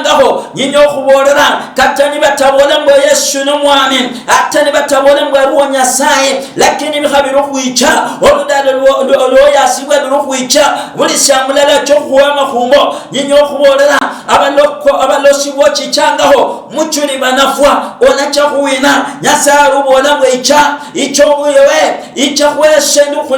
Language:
Luyia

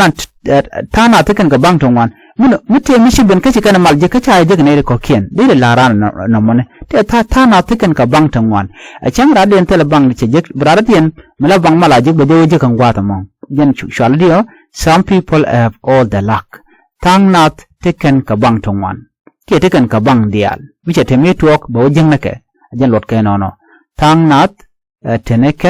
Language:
Nuer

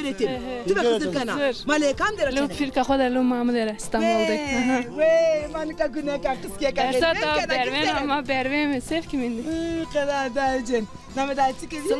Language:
Zaza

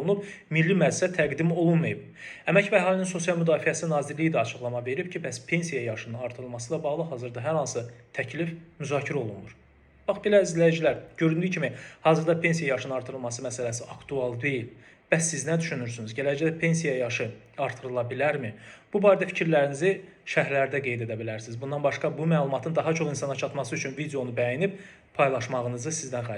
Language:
Azerbaijani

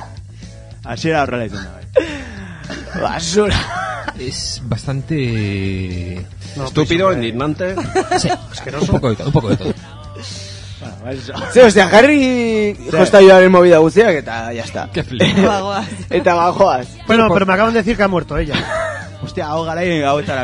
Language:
Basque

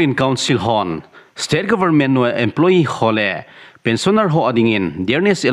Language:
Thado Chin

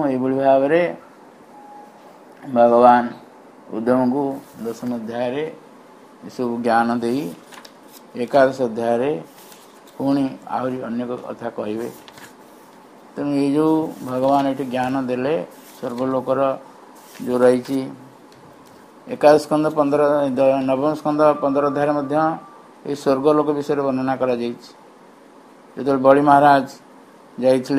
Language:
Odia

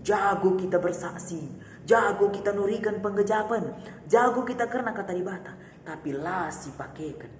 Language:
Batak Karo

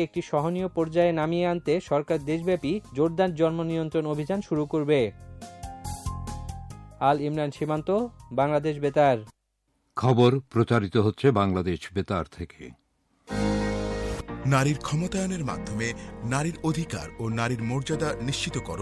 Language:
Bangla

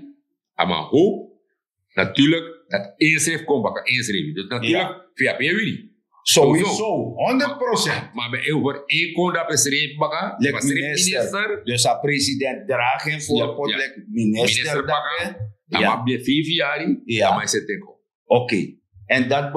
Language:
Sranan Tongo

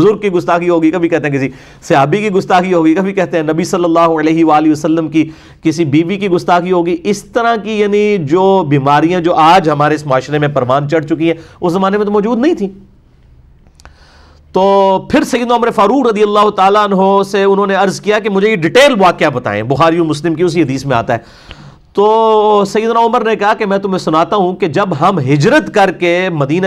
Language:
Urdu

